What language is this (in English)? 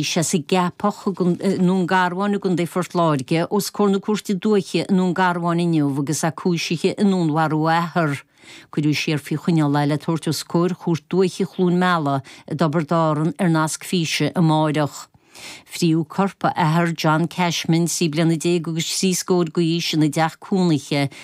Irish